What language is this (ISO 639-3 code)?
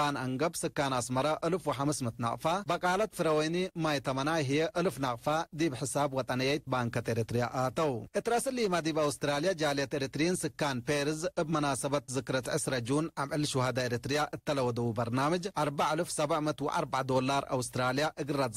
tig